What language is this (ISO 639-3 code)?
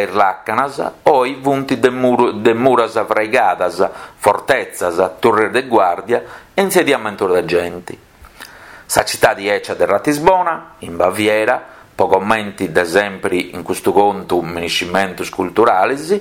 srd